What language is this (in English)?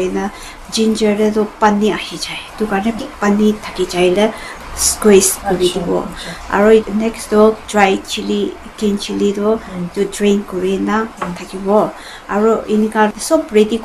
Naga Pidgin